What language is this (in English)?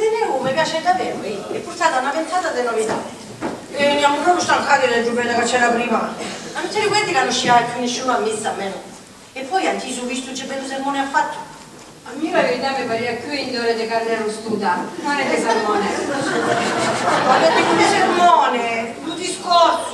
Italian